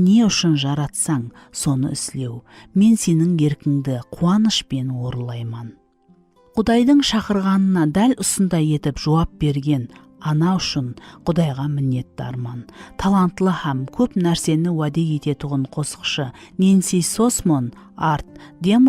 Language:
Kara-Kalpak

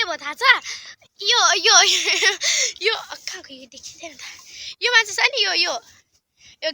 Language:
Nepali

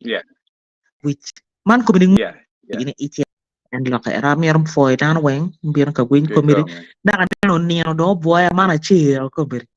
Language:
Acoli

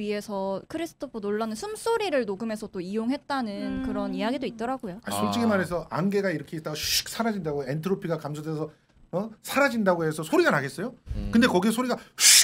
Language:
Korean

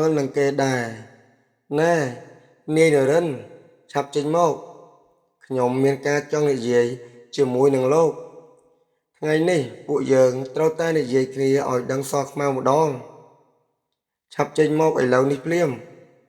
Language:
Khmer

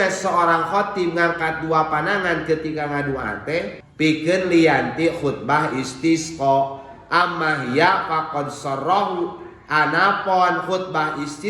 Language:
Sundanese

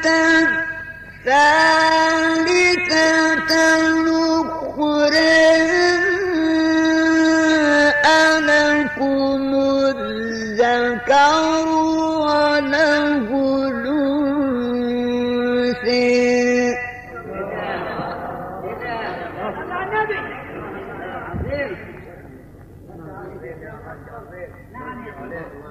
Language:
Arabic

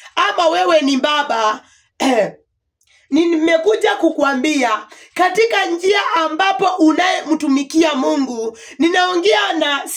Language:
Swahili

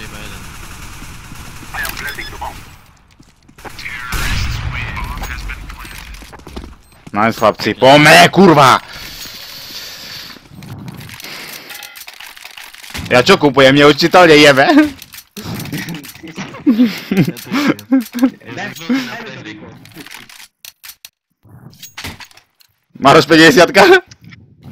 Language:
Slovak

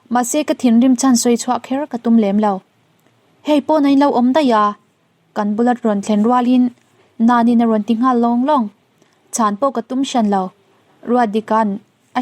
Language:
Mizo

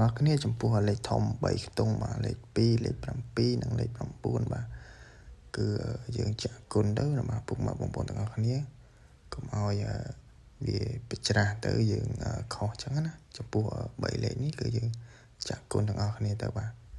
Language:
Khmer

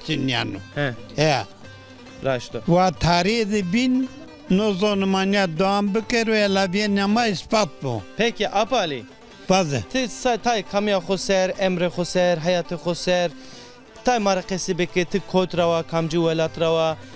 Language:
Zaza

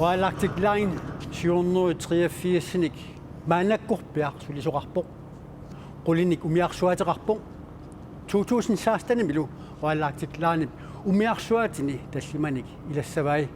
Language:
Kalaallisut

